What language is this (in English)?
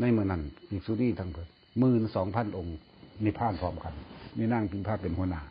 Lao